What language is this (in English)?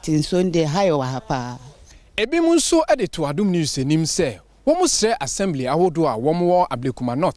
Akan